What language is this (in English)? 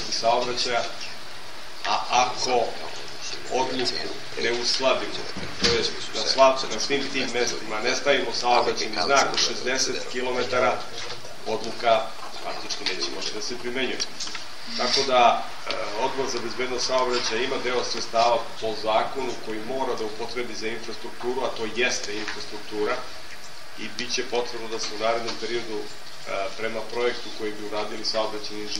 Serbian